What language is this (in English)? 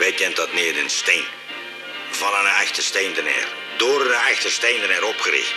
Limburgish